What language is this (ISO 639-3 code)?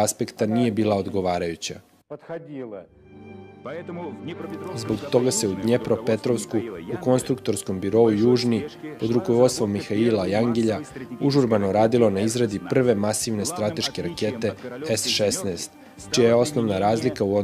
srp